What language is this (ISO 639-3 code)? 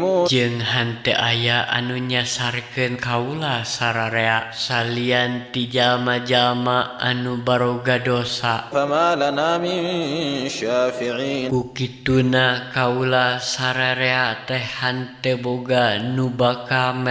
sun